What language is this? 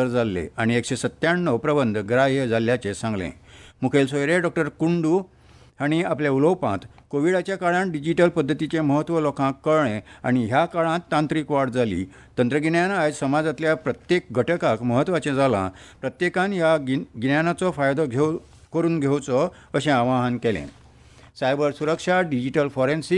Konkani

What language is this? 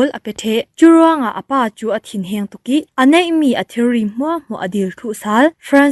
Falam Chin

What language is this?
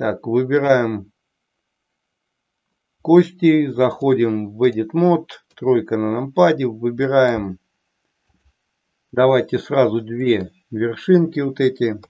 Russian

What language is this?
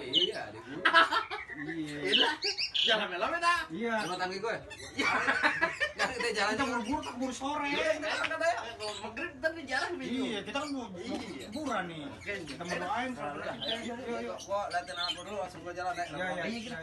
Betawi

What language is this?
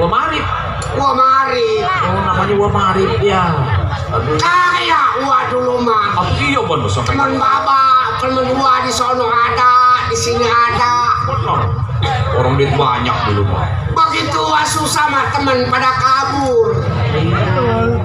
Betawi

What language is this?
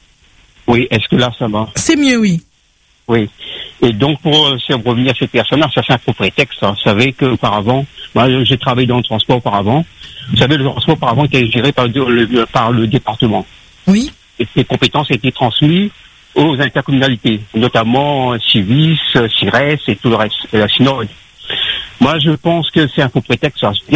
French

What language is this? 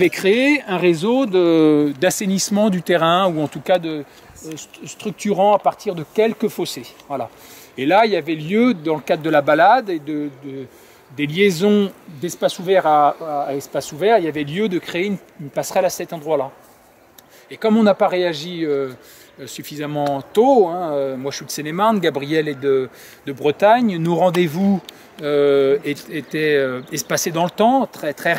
French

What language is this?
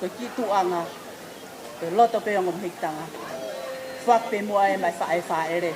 Tongan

